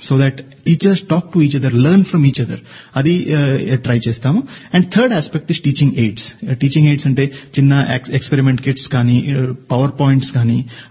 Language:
Telugu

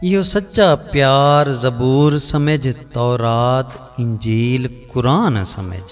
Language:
Saraiki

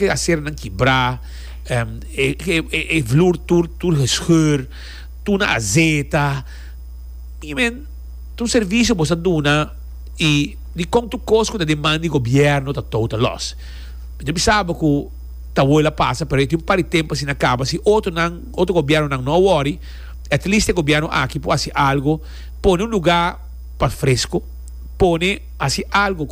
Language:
Papiamento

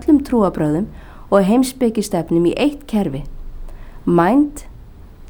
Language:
Icelandic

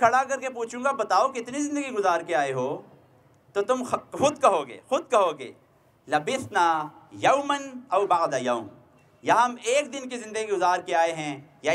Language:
Urdu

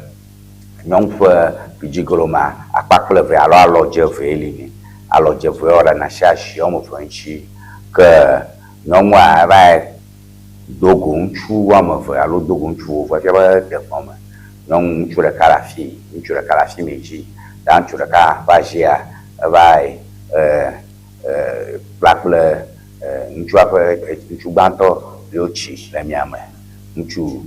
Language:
Ewe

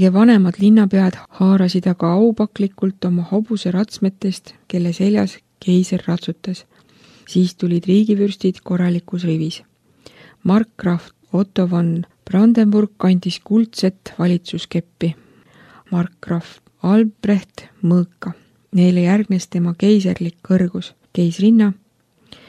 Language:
Estonian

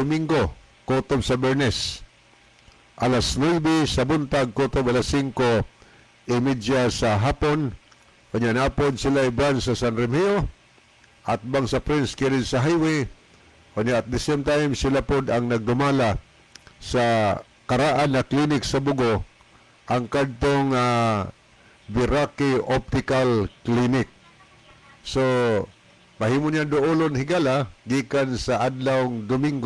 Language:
Cebuano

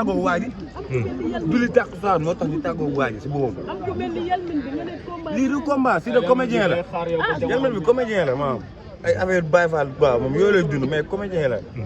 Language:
Wolof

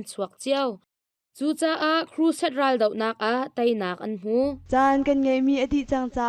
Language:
Hakha Chin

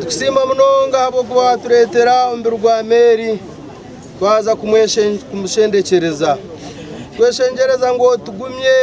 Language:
Nyankole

